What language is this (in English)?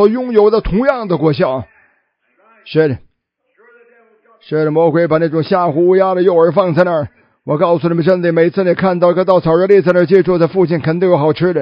Chinese